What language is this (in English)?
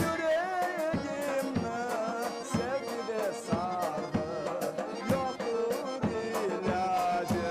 Crimean Tatar